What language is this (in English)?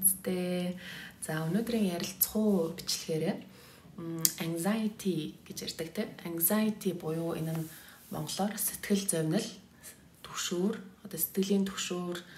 Mongolian